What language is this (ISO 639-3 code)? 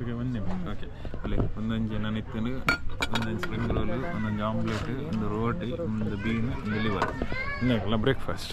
tcy